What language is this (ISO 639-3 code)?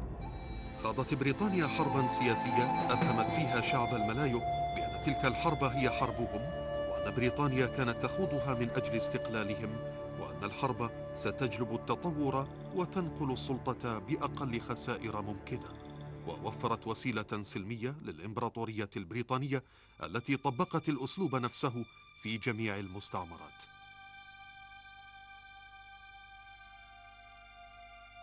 ara